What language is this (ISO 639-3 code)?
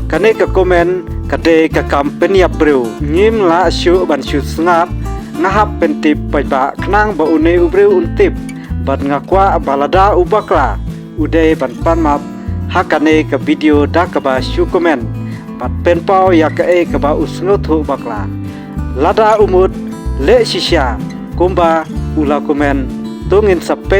kha